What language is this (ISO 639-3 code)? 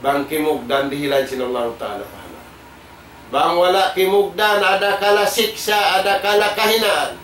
tsg